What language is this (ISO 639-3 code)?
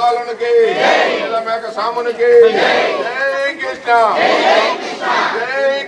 tel